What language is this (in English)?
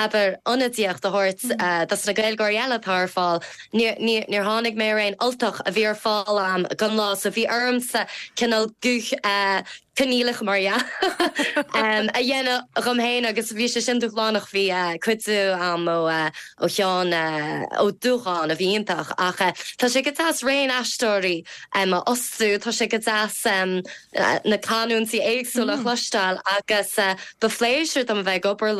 Irish